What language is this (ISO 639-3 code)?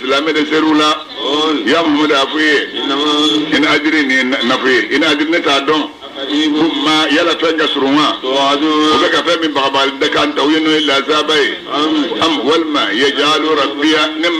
bam